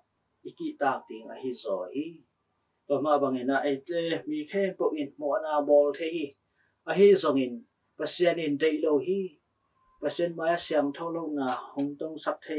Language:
Tedim Chin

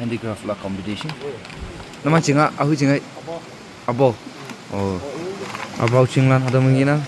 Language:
Naga Pidgin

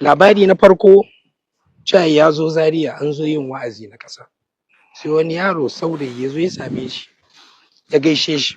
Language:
Hausa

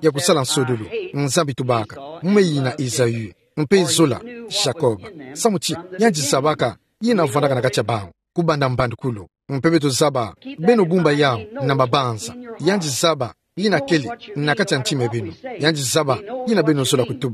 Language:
Kituba (Democratic Republic of Congo)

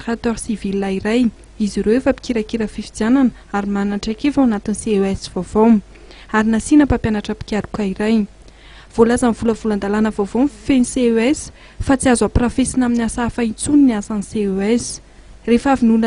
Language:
Malagasy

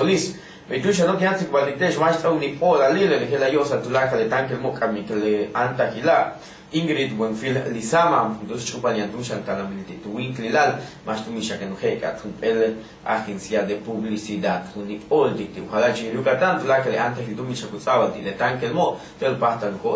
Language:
Yucateco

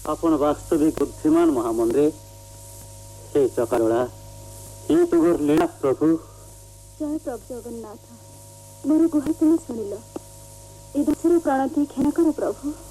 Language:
Odia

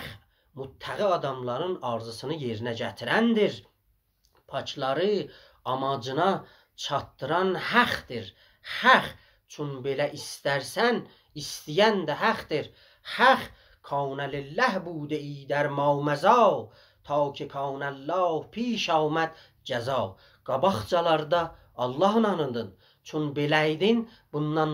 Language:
South Azerbaijani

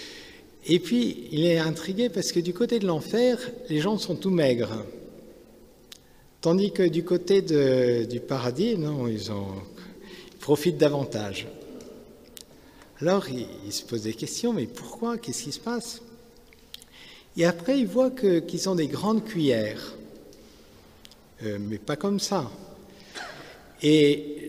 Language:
French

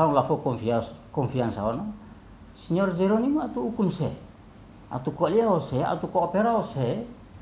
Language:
Tetum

